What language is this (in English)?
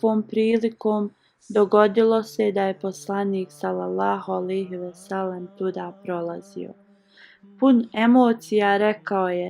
Bosnian